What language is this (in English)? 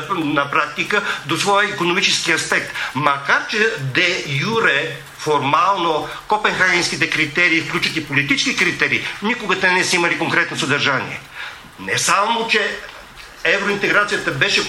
Bulgarian